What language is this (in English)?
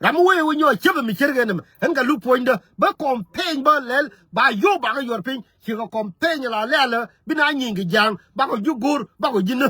Nuer